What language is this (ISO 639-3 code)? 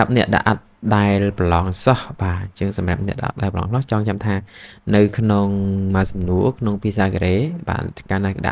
khm